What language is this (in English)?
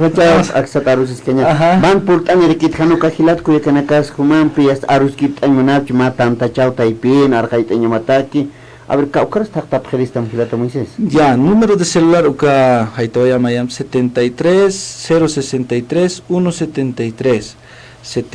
Aymara